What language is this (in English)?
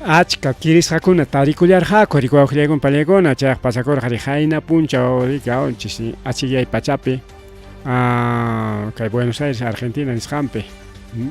Ayacucho Quechua